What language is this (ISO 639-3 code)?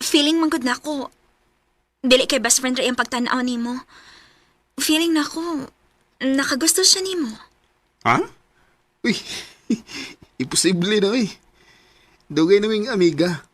ceb